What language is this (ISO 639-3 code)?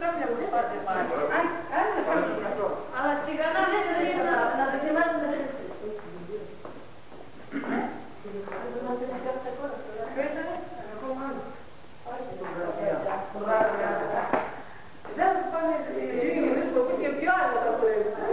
ell